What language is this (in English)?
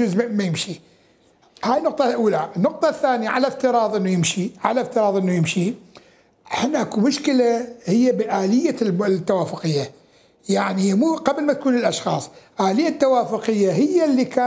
Mesopotamian Arabic